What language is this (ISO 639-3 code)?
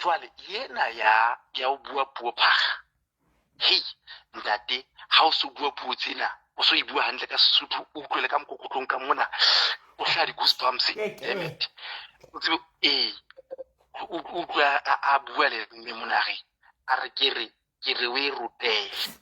sot